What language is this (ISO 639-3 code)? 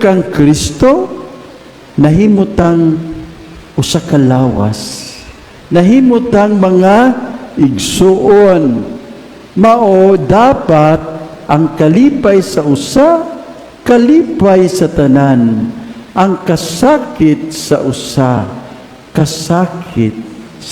ceb